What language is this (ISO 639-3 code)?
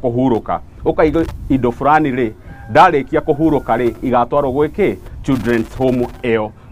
kik